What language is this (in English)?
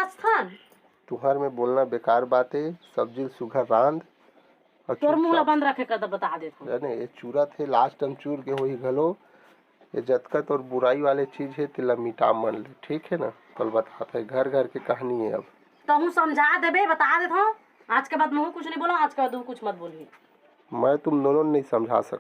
Chhattisgarhi